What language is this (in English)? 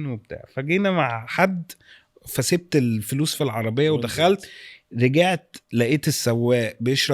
Egyptian Arabic